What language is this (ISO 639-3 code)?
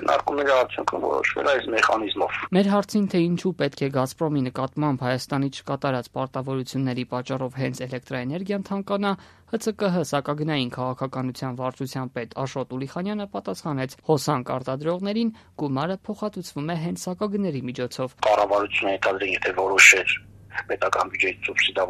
hye